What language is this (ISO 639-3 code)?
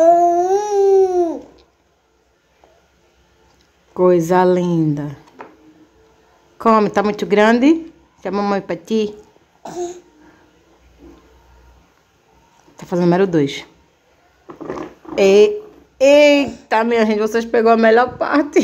por